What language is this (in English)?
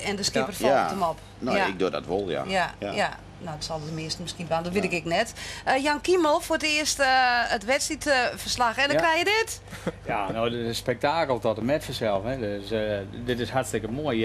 Western Frisian